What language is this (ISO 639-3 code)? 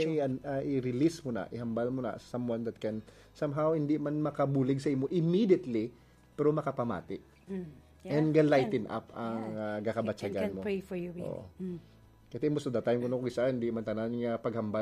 hil